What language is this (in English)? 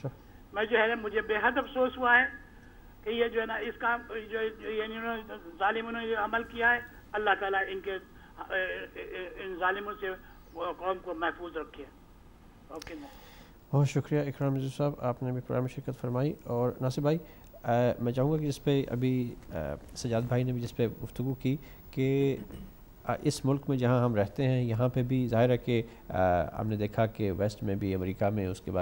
Urdu